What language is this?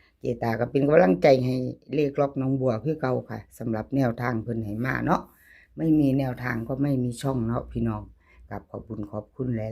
Northeastern Thai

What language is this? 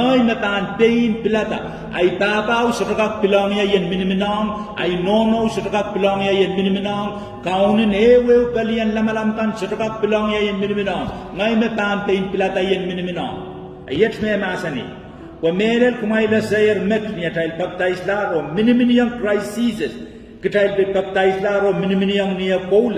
Pohnpeian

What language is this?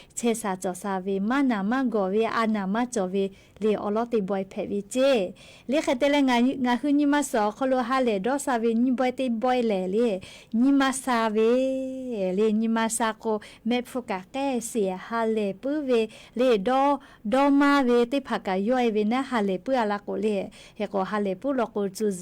Lahu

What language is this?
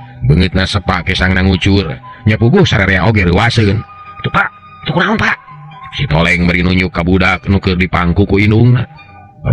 Sundanese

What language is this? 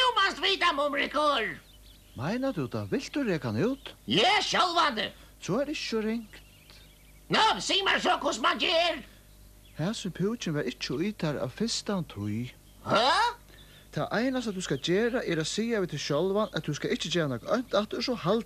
Faroese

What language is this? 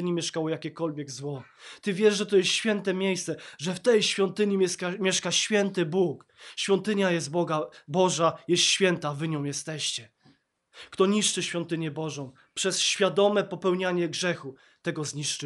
Polish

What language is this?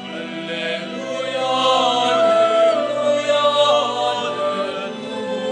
Pampanga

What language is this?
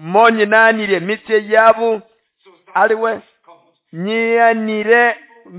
Nande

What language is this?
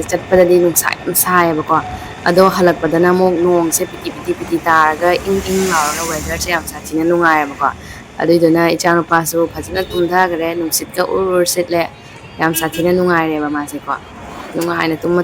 Manipuri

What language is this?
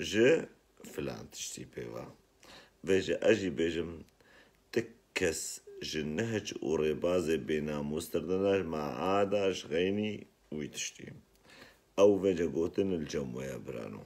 Kurdish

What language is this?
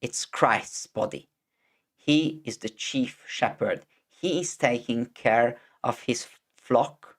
English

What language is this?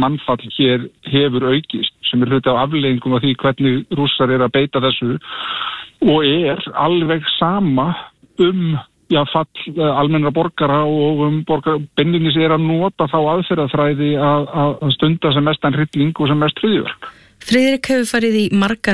Icelandic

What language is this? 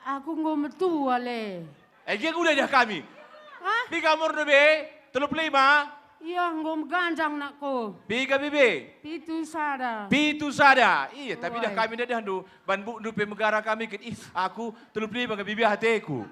Batak Karo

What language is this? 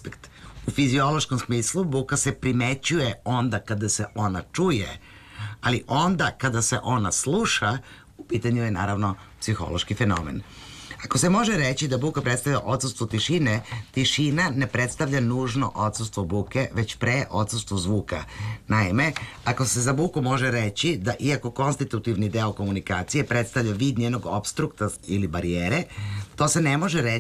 Serbian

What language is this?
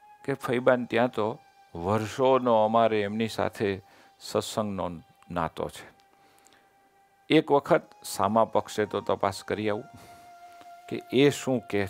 Gujarati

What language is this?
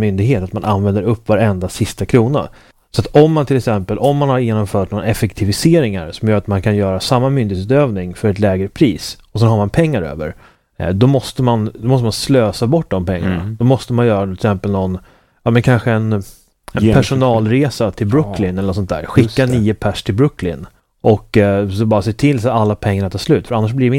Swedish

